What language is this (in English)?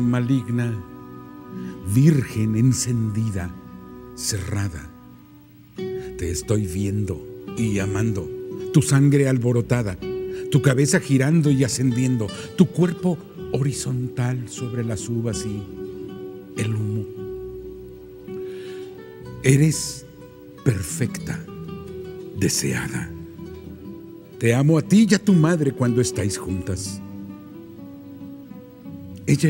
Spanish